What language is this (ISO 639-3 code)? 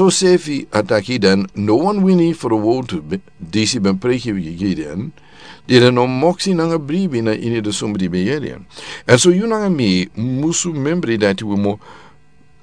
srn